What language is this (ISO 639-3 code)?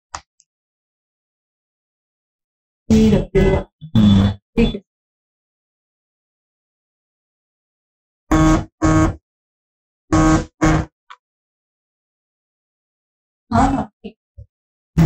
hin